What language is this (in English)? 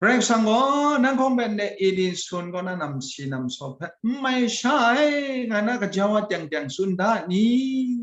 Kachin